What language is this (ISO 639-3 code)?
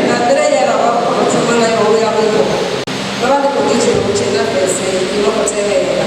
ven